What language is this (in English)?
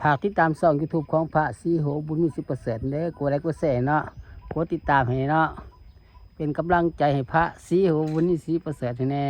Lao